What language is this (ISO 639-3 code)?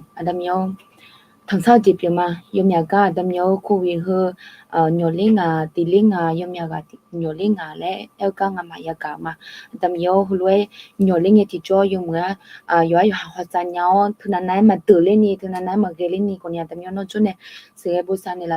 ahk